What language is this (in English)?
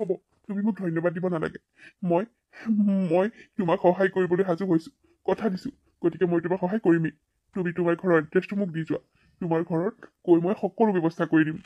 Assamese